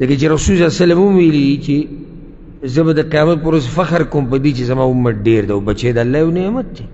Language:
Pashto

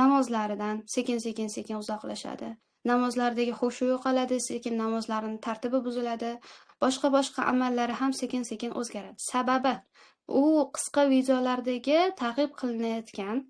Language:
Uzbek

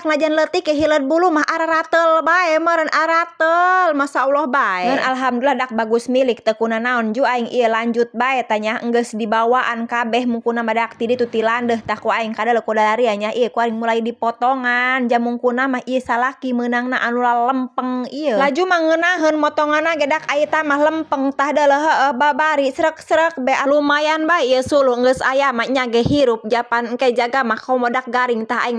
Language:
Sundanese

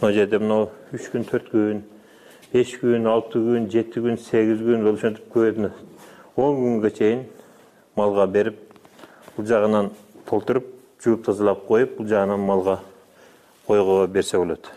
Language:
Kyrgyz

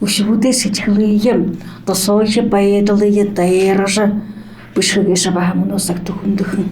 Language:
Buriat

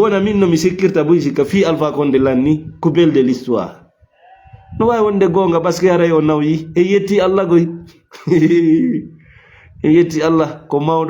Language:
Fula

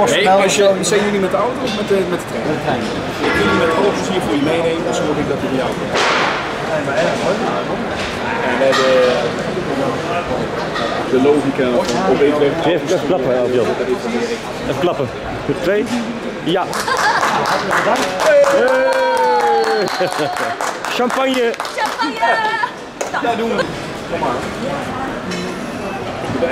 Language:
Dutch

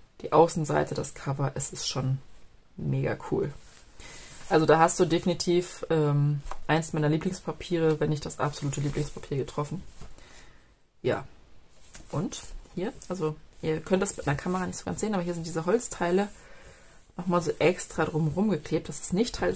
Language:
German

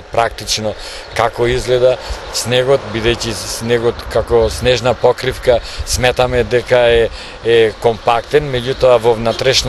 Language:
Macedonian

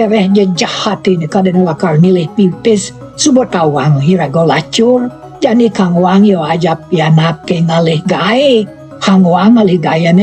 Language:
Balinese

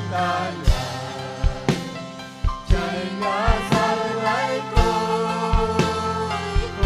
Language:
Ayacucho Quechua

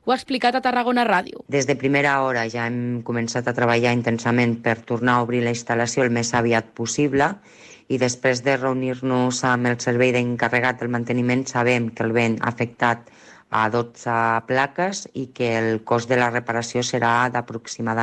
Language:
Catalan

